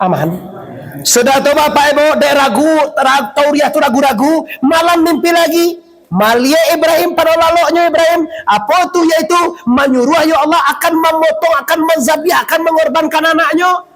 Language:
Minangkabau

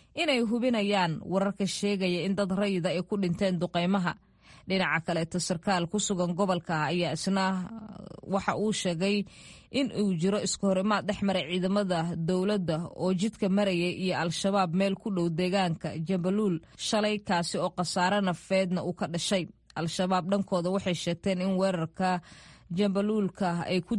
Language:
Somali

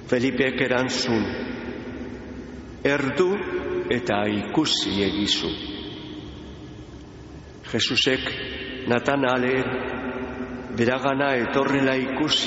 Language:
Basque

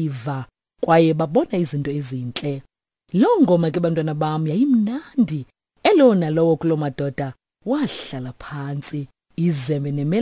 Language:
Xhosa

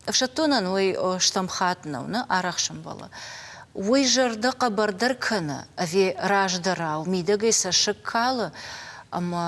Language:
Ossetic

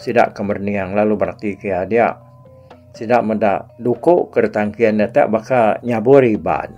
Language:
Iban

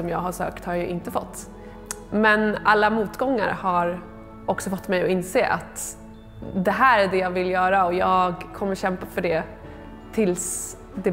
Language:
Swedish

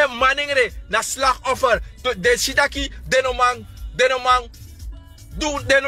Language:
Sranan Tongo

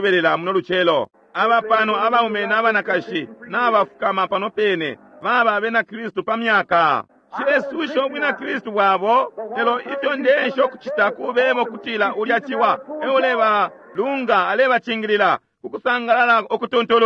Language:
Bemba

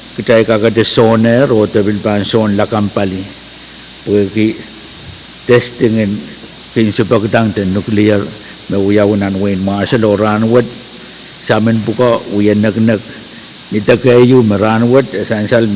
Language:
Pohnpeian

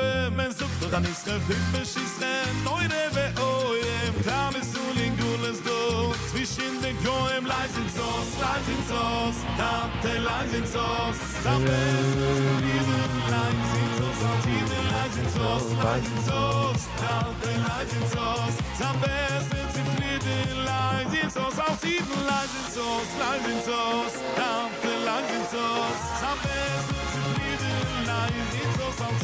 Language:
Yiddish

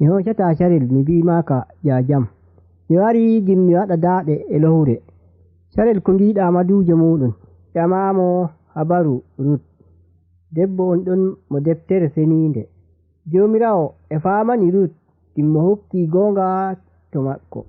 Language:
Nigerian Fulfulde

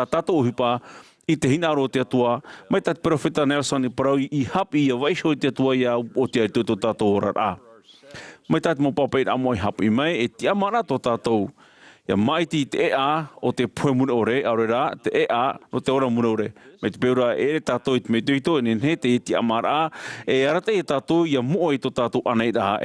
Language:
Tahitian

